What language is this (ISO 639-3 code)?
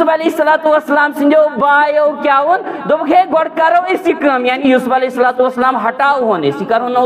kas